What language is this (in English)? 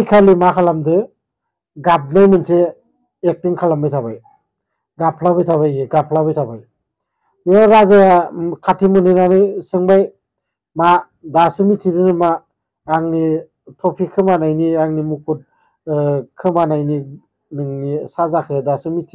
Bodo